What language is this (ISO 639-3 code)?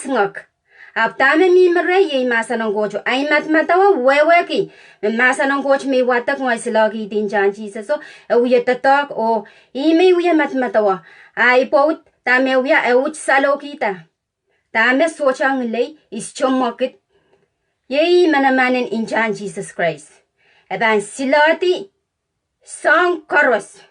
pon